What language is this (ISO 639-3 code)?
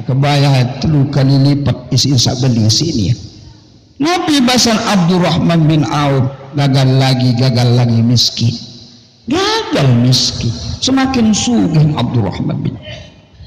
sas